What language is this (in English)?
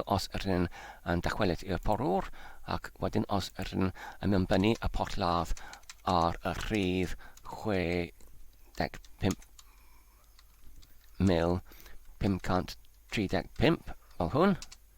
Welsh